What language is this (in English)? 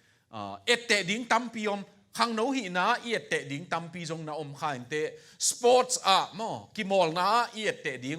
Tedim Chin